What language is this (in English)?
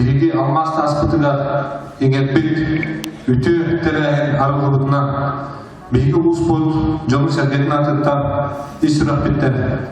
Yakut